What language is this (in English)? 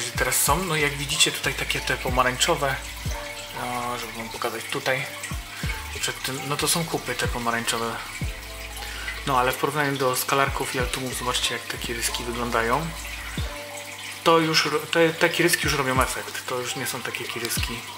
Polish